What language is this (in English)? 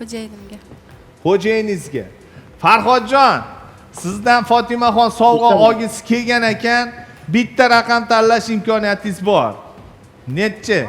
Uzbek